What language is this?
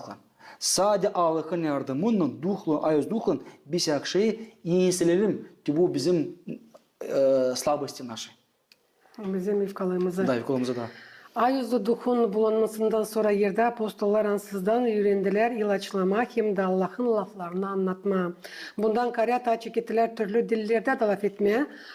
Gagauz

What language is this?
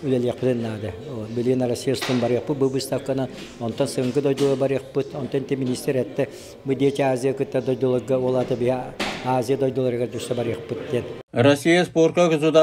Yakut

